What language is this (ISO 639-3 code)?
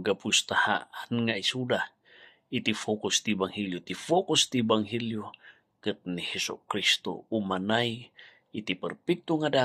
ilo